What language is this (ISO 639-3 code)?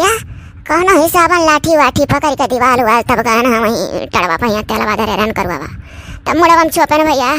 awa